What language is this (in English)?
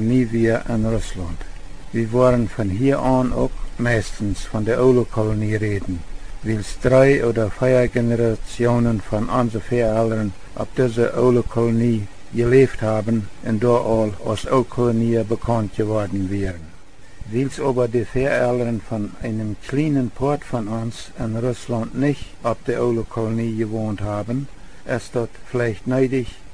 Plautdietsch